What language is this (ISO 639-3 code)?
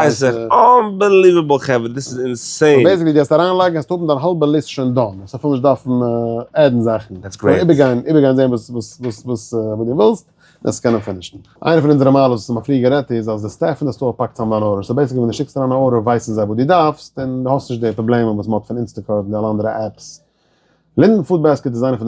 yid